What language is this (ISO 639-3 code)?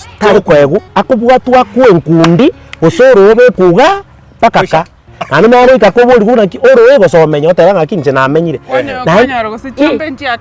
guz